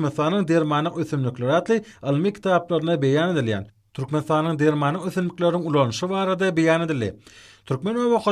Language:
Turkmen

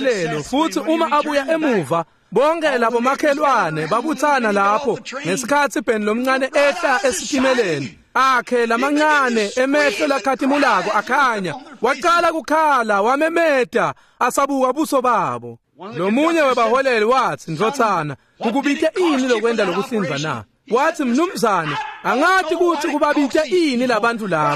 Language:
Swati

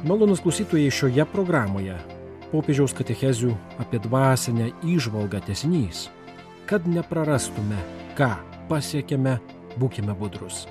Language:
Lithuanian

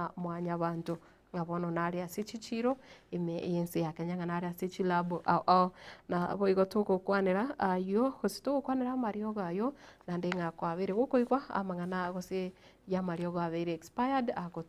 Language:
Gusii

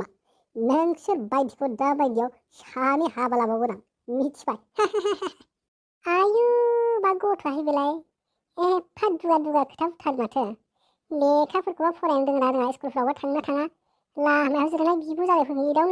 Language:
Bodo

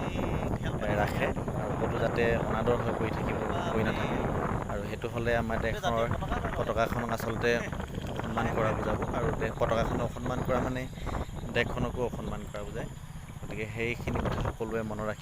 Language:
Assamese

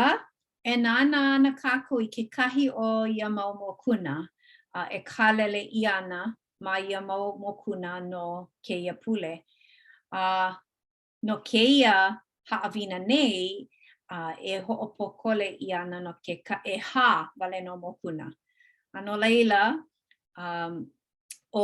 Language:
Hawaiian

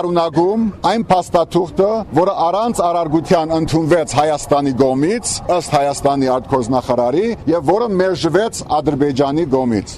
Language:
Armenian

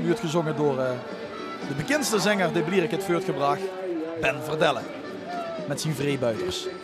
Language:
Limburgish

